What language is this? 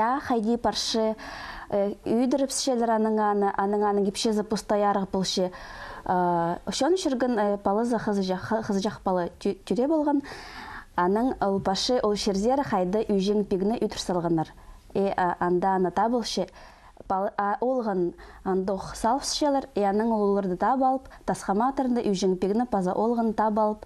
Khakas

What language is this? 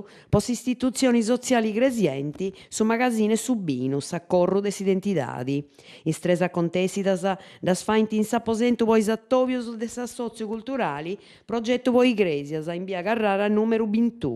Sardinian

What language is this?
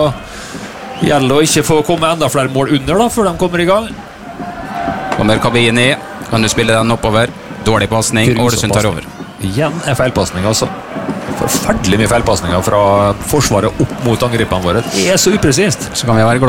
Norwegian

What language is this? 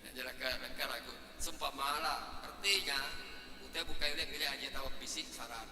Iban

